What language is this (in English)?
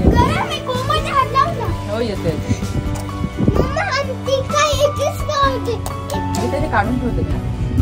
Marathi